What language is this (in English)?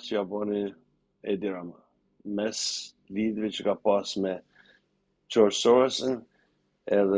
Albanian